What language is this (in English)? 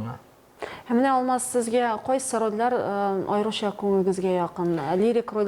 Tatar